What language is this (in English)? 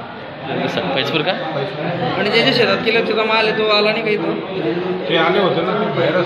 Marathi